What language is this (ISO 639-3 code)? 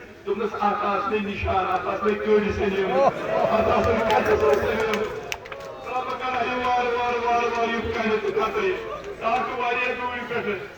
kas